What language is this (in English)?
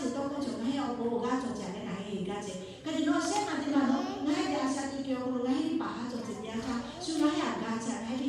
Lahu